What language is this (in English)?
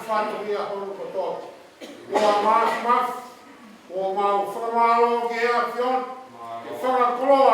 Tongan